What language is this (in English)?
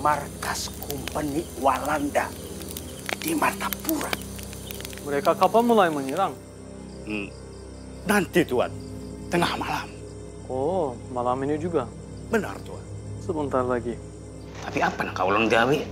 Banjar